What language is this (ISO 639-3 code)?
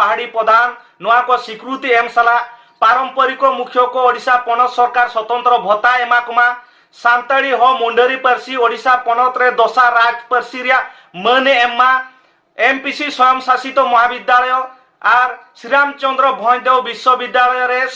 sat